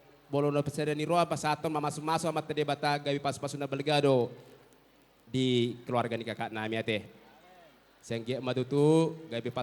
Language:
Batak Toba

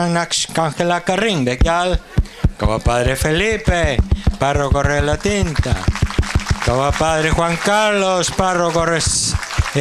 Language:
Kekchí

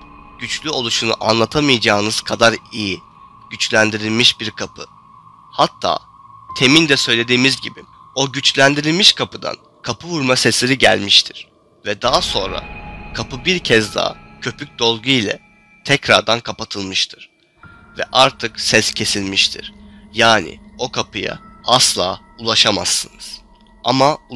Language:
Turkish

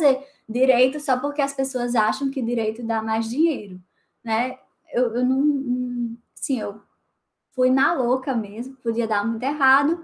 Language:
Portuguese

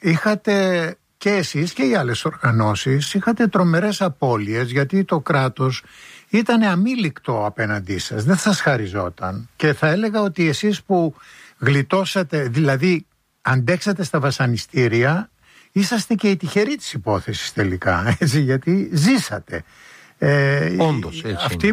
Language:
Greek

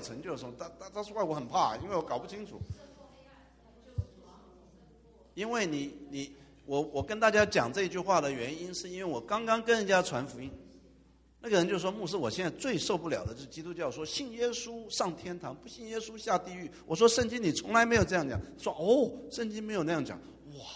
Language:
Chinese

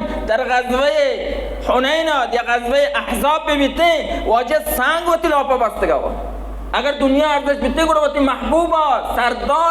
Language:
Baluchi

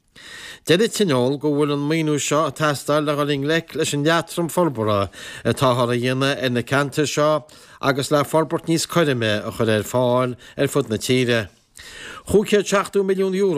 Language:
Irish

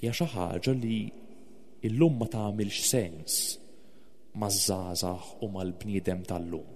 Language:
Maltese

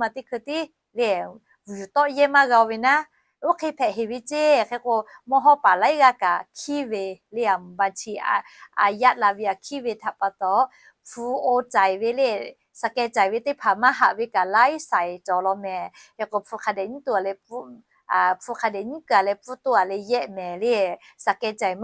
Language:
Lahu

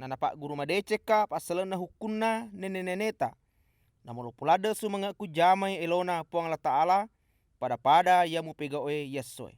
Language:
Buginese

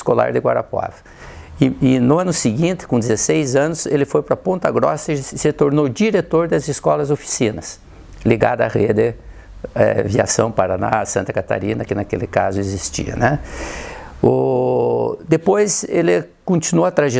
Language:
Portuguese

